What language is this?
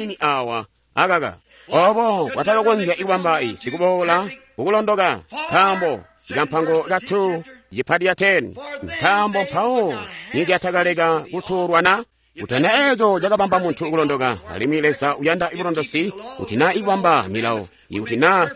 Tonga (Zambia)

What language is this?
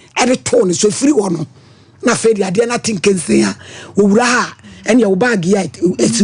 Akan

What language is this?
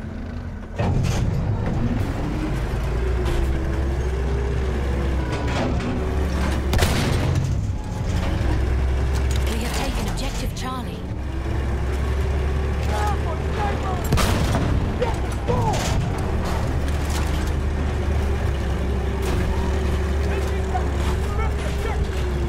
English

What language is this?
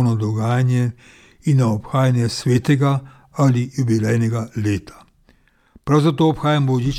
Slovenian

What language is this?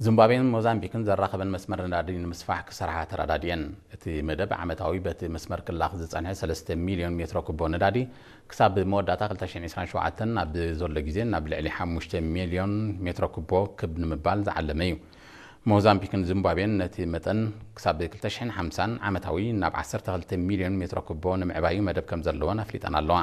Tigrinya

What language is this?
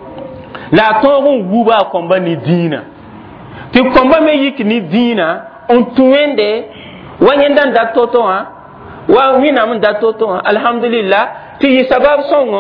Mossi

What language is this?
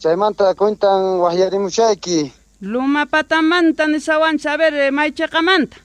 South Bolivian Quechua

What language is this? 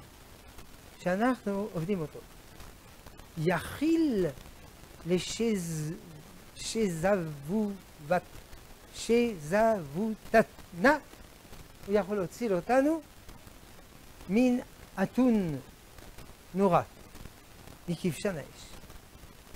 Hebrew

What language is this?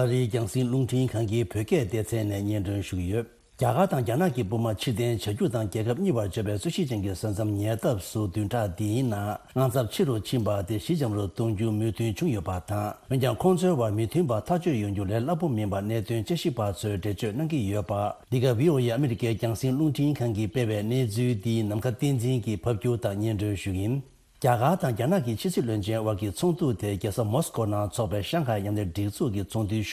Tibetan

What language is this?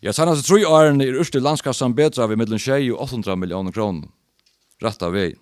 Faroese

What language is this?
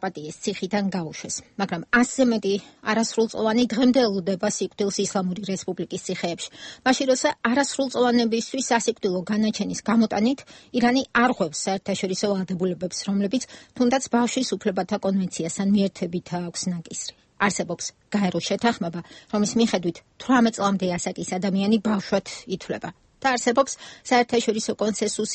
Georgian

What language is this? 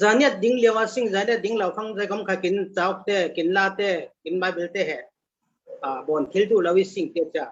Falam Chin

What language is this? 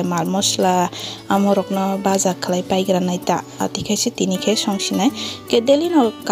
Kok Borok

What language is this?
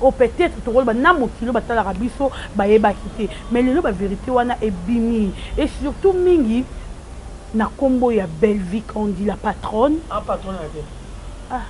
Lingala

